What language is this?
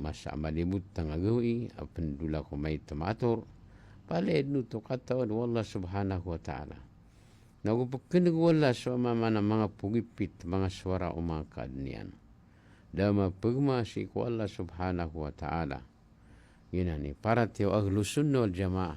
Maranao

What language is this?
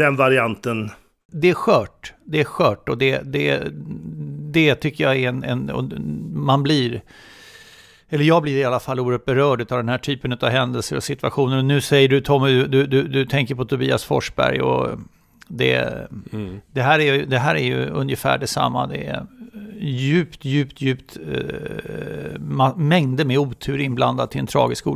Swedish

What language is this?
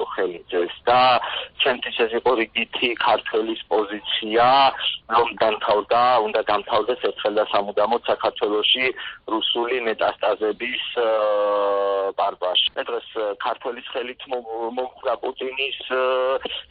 Georgian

